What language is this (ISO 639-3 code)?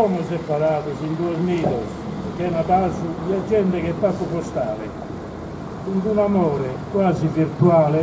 srd